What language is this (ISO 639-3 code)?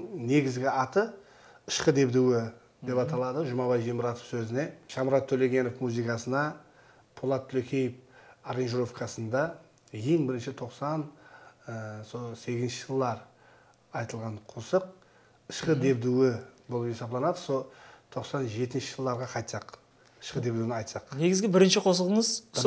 kaa